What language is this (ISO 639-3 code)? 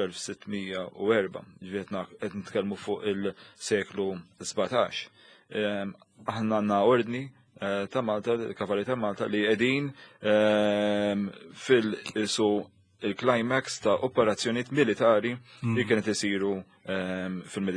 mlt